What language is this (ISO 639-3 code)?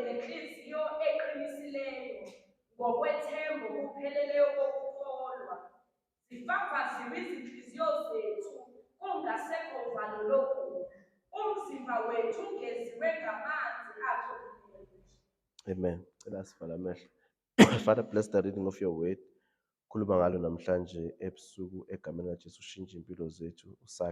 zul